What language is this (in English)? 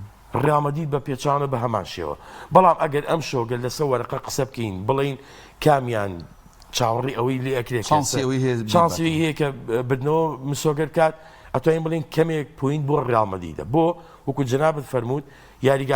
Central Kurdish